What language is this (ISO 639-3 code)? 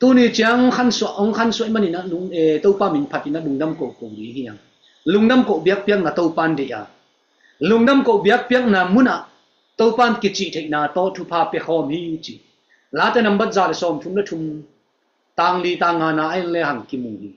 ctd